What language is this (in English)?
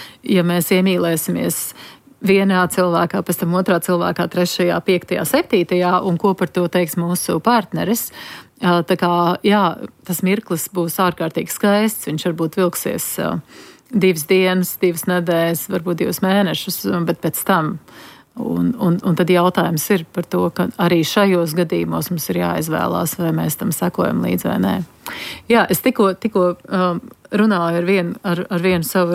Latvian